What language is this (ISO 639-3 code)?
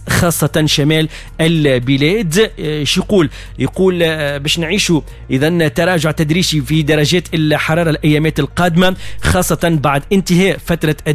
aeb